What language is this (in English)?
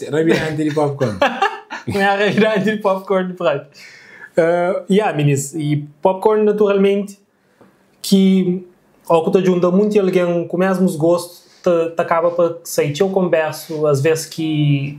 Kabuverdianu